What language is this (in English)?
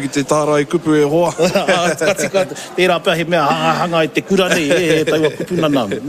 Māori